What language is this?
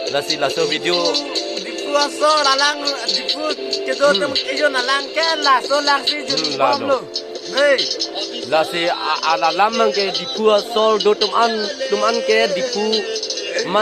Karbi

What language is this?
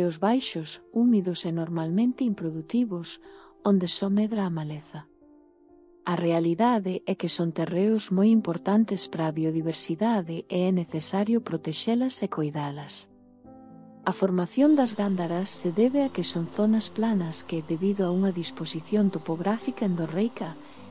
Galician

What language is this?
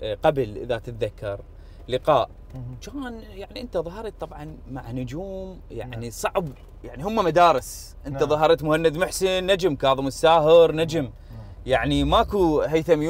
Mesopotamian Arabic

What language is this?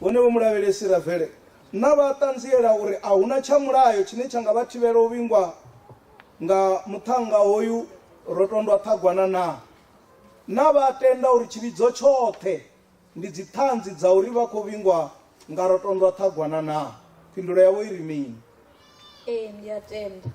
Venda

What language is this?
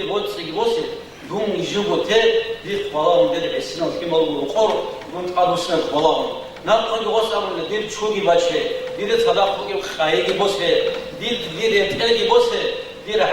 Avaric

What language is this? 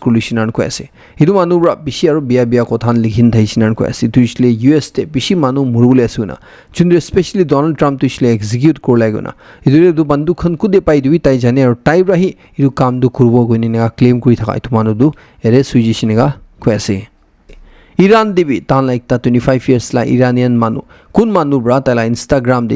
Naga Pidgin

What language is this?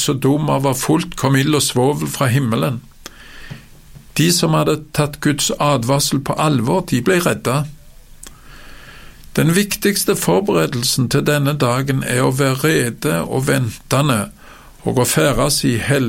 Norwegian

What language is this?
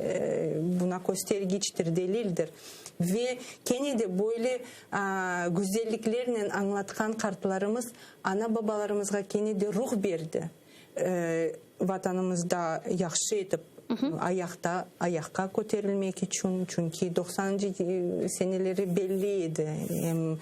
Crimean Tatar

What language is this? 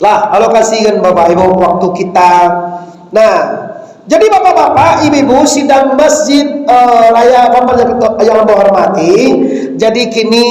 Minangkabau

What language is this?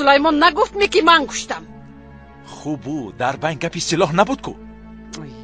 Tajik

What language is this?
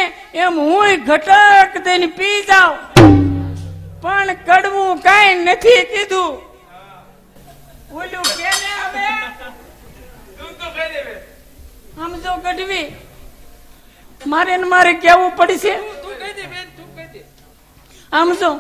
Gujarati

